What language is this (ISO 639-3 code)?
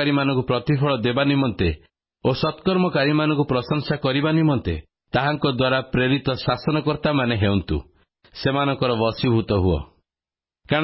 ori